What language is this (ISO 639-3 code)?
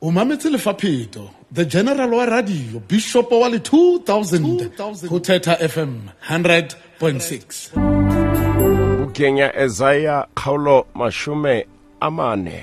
sot